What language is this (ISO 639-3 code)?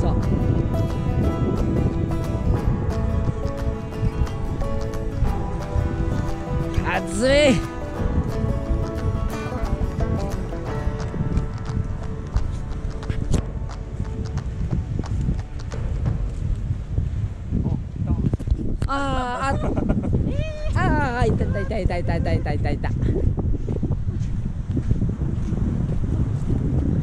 jpn